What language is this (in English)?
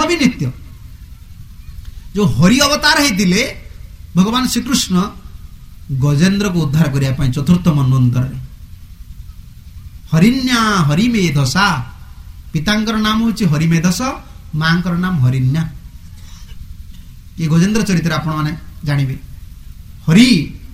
Odia